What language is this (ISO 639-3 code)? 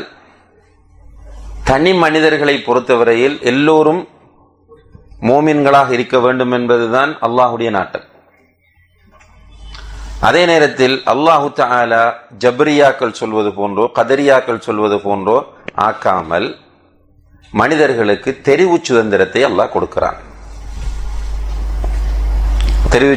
tam